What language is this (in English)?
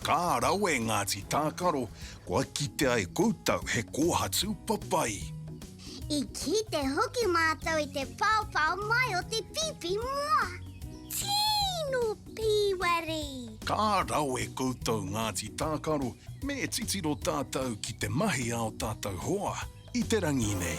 Māori